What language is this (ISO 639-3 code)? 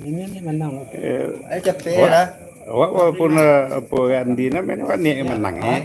min